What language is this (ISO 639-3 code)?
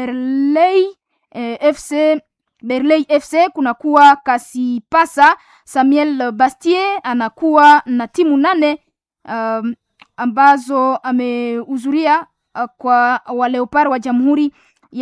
swa